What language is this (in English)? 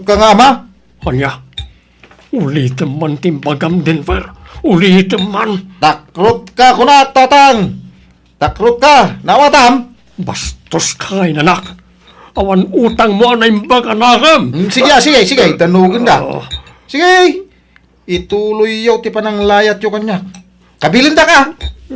Iloko